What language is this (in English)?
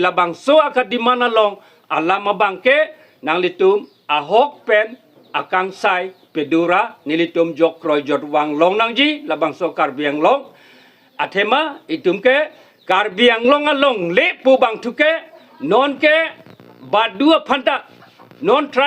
Karbi